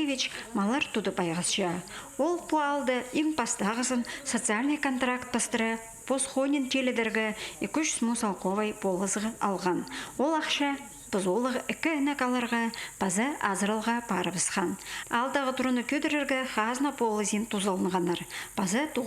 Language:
Khakas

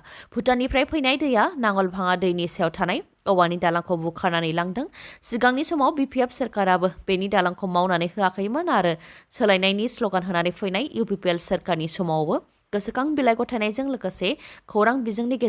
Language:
Bodo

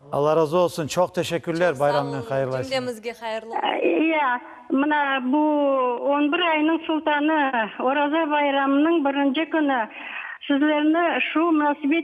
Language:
Crimean Tatar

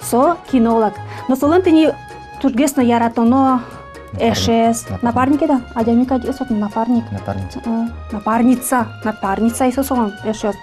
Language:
Udmurt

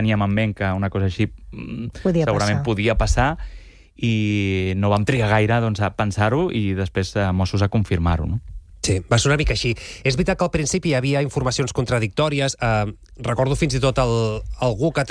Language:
Catalan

